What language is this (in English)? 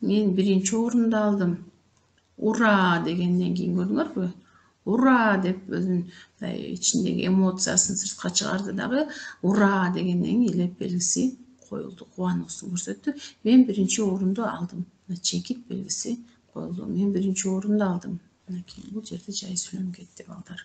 Kyrgyz